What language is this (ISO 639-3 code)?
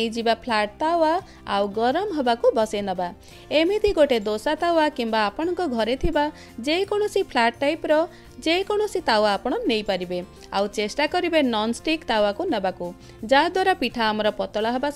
ori